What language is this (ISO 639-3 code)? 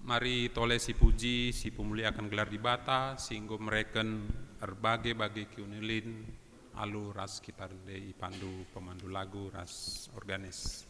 btx